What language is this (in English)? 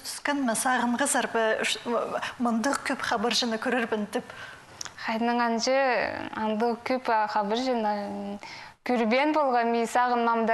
Khakas